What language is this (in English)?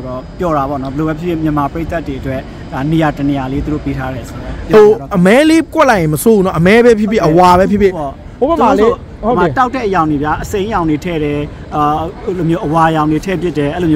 Burmese